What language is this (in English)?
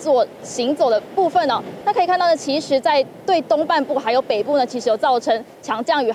Chinese